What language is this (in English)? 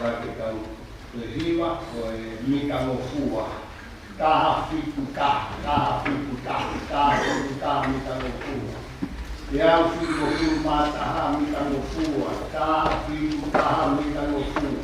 Tongan